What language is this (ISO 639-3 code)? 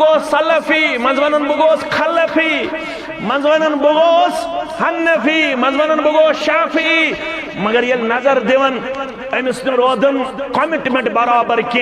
kas